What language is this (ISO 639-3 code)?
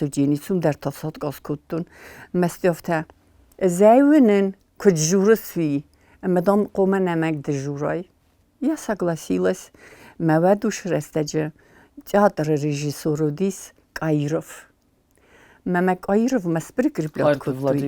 oss